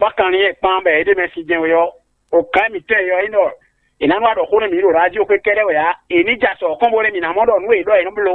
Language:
Fon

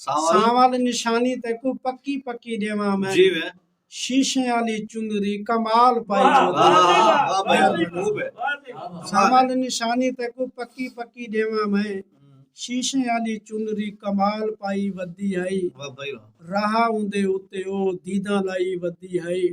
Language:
Saraiki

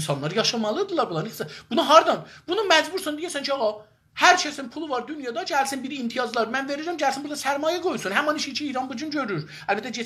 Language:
South Azerbaijani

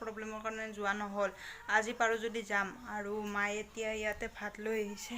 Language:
Assamese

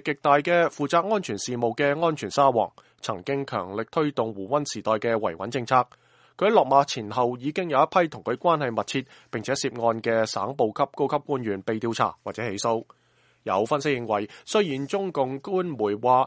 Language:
Cantonese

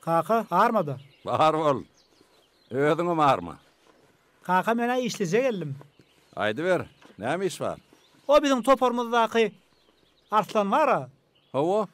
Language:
Turkmen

